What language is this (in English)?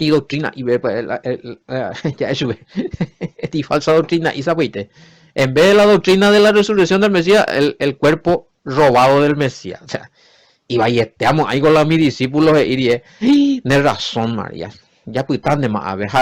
Guarani